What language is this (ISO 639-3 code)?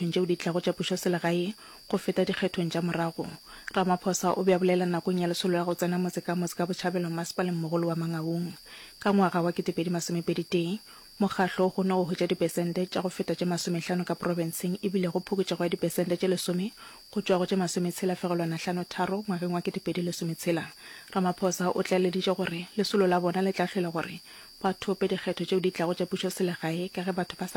nso